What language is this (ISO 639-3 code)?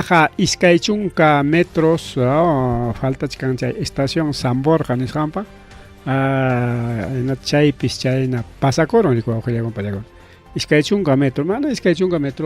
quy